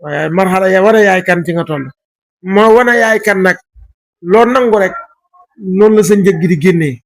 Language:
Wolof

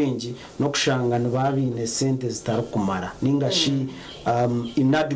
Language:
Nyankole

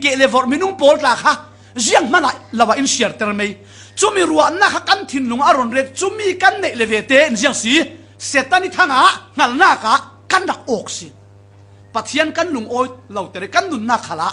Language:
Falam Chin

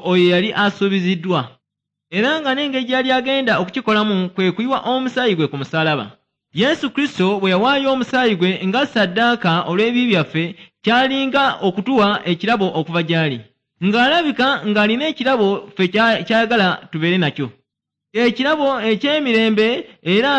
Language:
Ganda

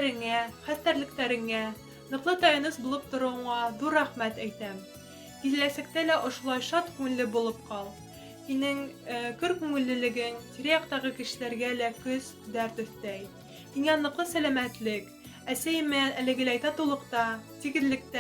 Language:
Bashkir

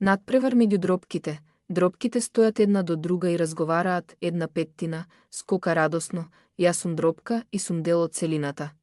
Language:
Macedonian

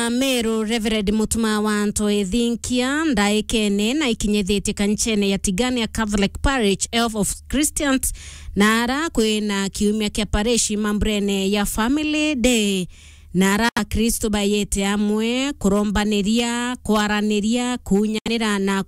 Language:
Meru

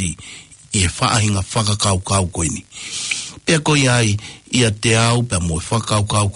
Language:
Tongan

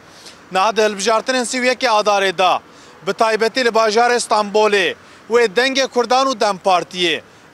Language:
Kurdish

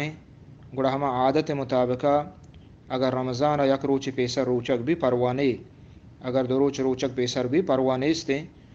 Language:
Eastern Balochi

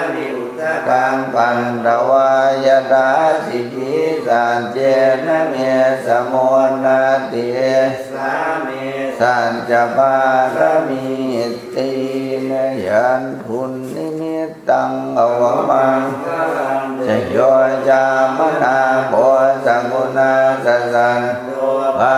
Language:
Pali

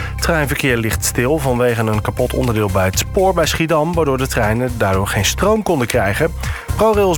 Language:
Dutch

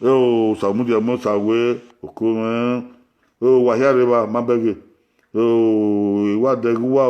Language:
Bini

